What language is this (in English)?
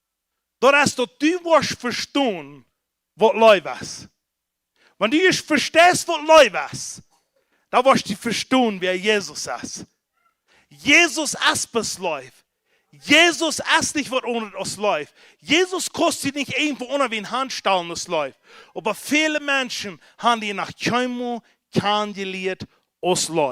Plautdietsch